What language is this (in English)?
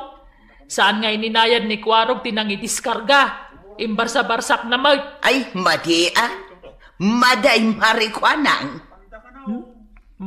Iloko